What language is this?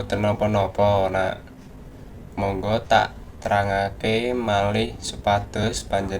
Javanese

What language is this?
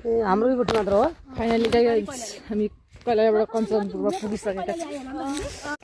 Nepali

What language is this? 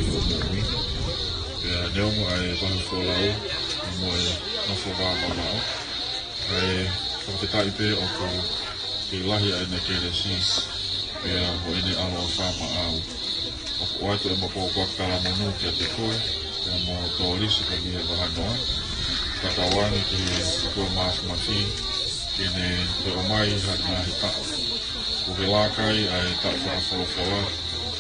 Tongan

